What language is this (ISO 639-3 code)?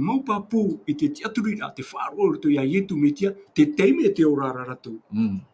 tah